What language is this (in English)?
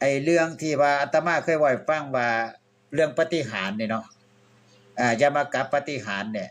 Northeastern Thai